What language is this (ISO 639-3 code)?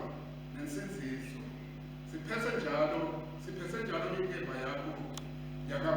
ssw